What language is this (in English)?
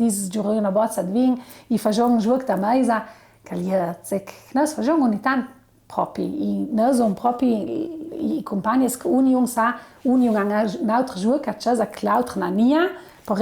Ladin